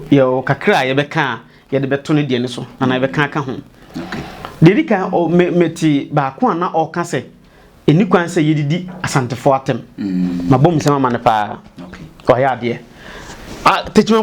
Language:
Akan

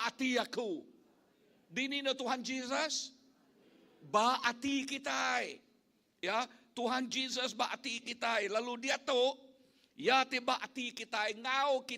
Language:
Iban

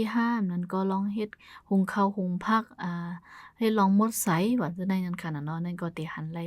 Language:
Shan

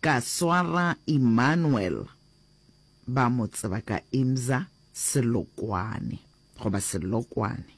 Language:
Northern Sotho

